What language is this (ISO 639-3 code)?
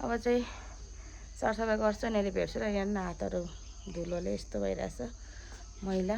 nep